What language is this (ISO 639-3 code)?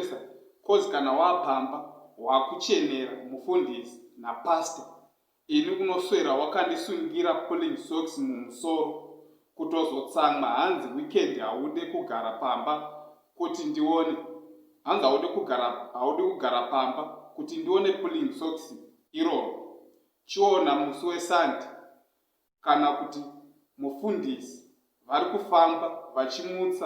sna